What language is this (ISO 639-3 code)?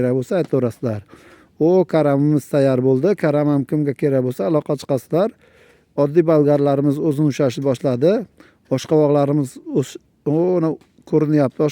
uzb